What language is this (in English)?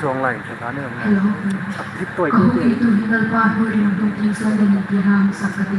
Hmar